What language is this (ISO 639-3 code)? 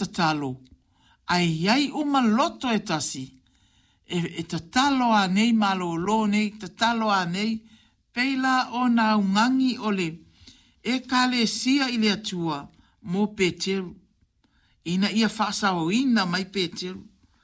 smo